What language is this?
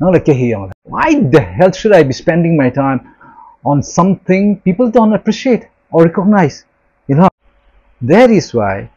Thado Chin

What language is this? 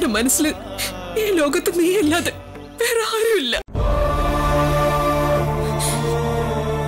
Malayalam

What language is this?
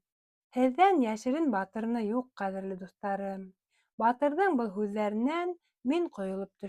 Bashkir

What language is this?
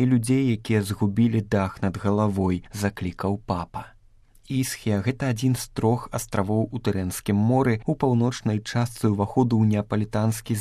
Belarusian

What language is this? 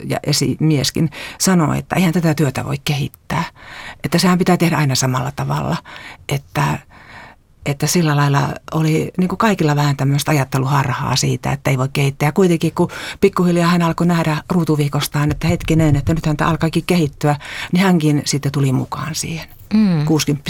Finnish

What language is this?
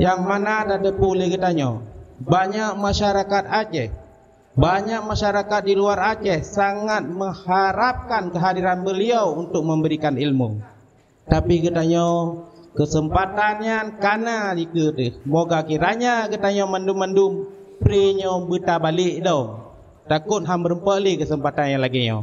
Achinese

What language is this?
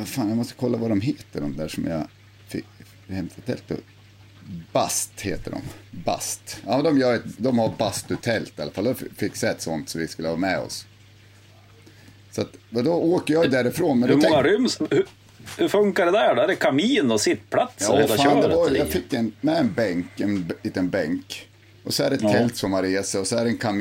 Swedish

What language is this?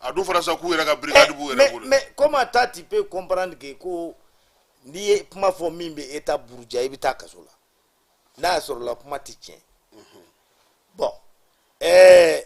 Bambara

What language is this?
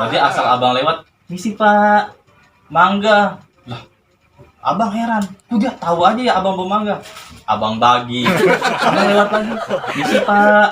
Betawi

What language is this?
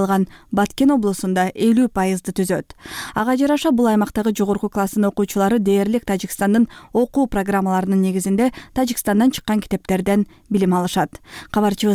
Kyrgyz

